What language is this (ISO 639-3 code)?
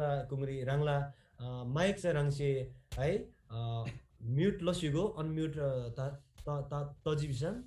taj